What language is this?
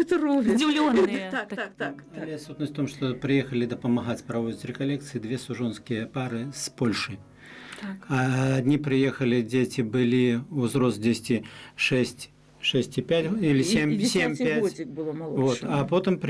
Belarusian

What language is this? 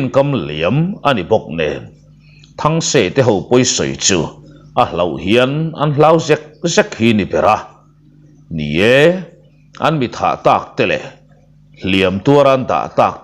Mizo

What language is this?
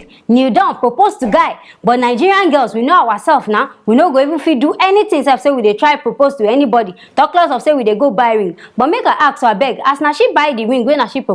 Nigerian Pidgin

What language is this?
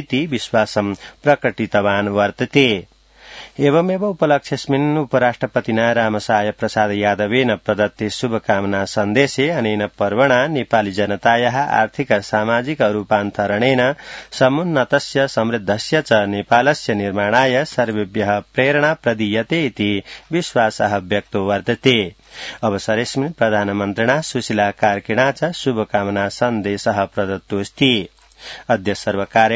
Sanskrit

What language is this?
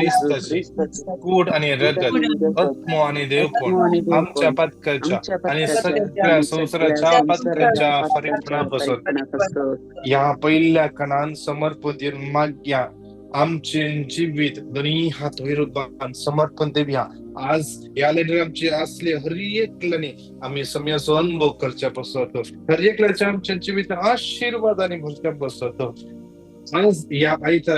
Konkani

